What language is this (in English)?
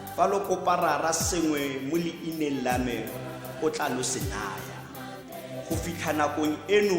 Tswana